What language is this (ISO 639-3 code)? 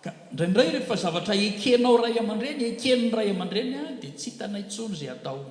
mlg